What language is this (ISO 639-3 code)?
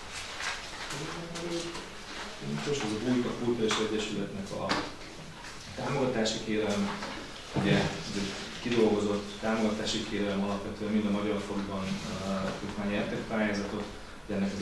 hun